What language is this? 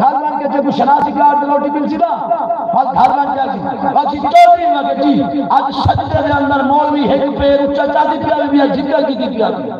Saraiki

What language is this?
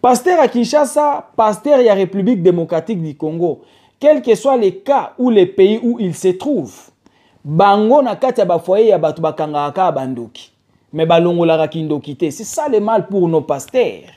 Lingala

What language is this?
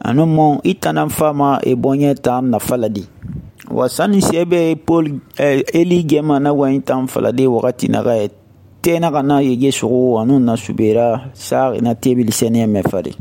Susu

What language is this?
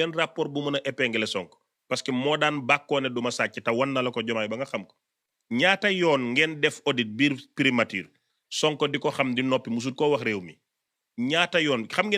Wolof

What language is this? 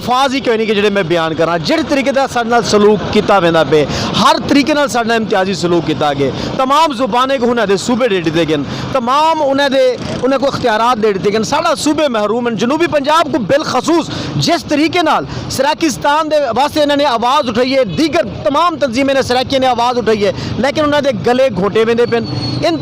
Saraiki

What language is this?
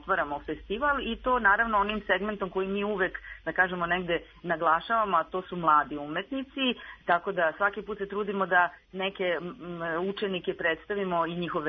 Serbian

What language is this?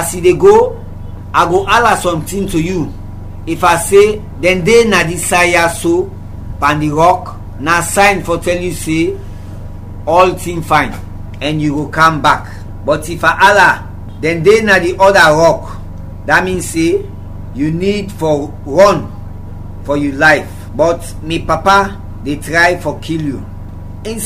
Krio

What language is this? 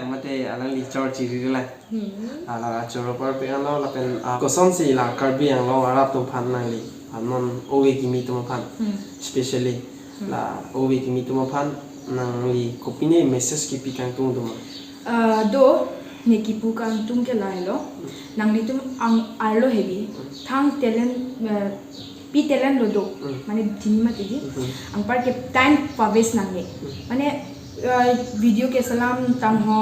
Karbi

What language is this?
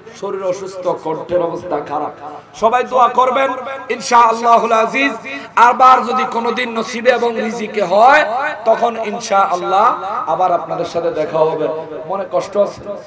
Bangla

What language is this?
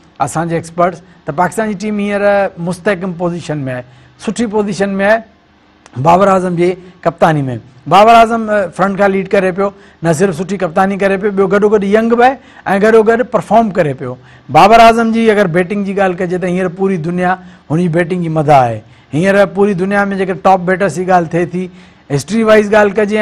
Sindhi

